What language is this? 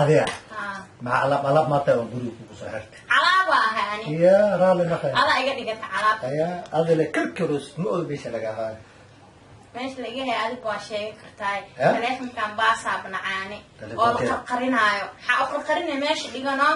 Somali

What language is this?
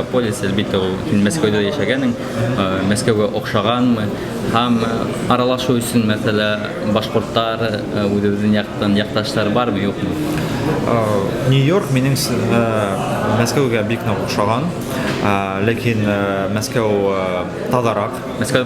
Bashkir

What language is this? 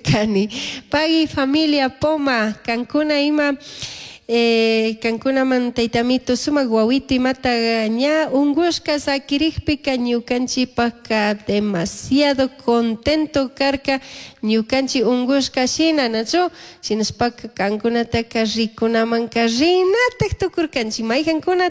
Chimborazo Highland Quichua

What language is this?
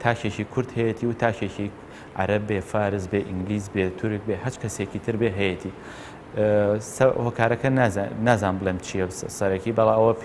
Central Kurdish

